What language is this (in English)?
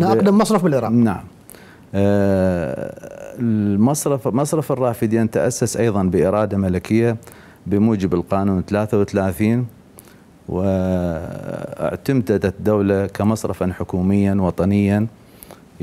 Mesopotamian Arabic